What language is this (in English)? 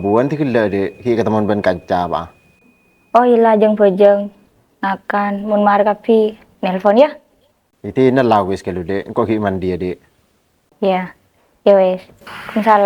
Madurese